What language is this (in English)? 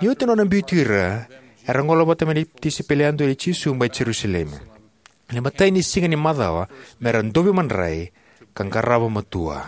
Fijian